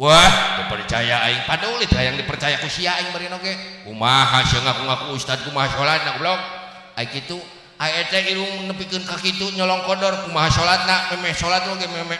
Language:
Sundanese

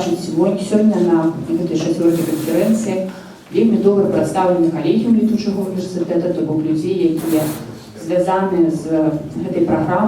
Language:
Belarusian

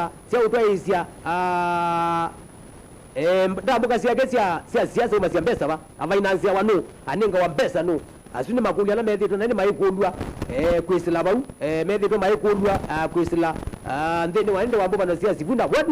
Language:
Kamba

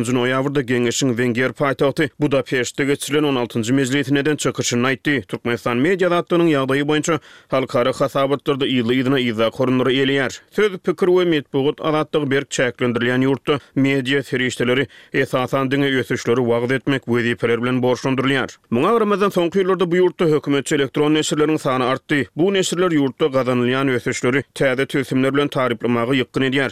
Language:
Turkmen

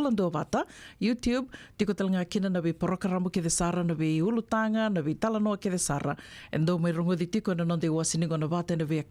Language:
Fijian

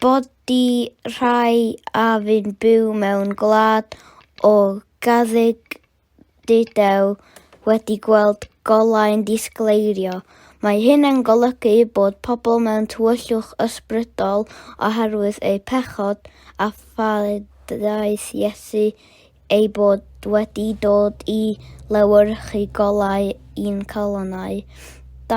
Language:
Welsh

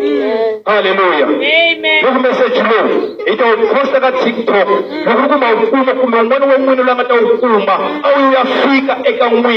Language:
Tsonga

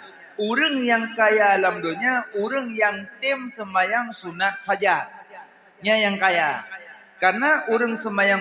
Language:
Achinese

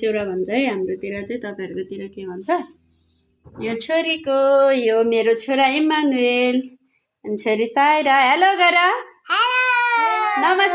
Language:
Nepali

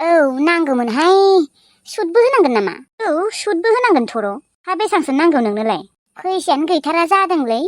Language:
Bodo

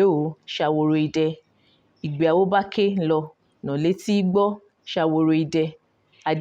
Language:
Yoruba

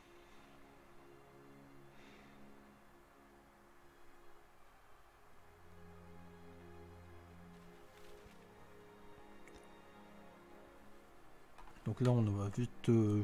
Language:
French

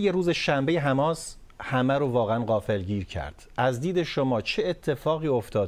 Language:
Tajik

